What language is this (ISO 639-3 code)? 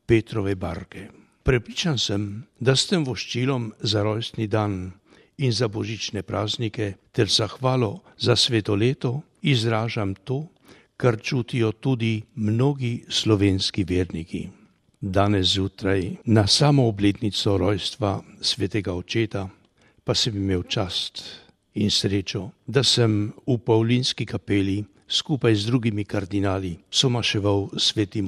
slv